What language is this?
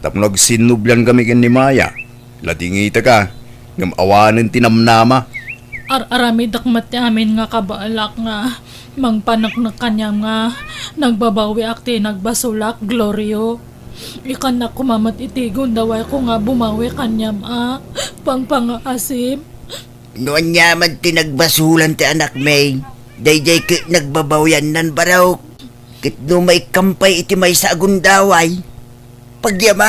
Iloko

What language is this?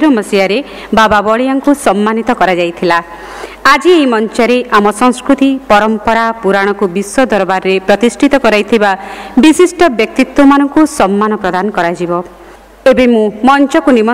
Odia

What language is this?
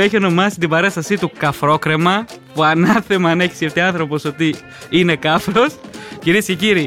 Greek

